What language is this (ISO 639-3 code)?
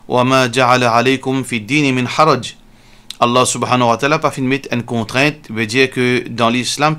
mfe